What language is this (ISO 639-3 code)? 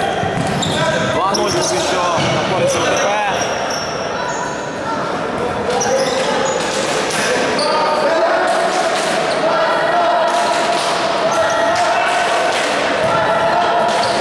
ukr